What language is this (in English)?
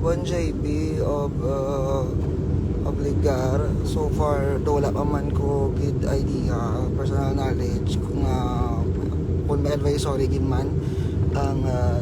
Hiligaynon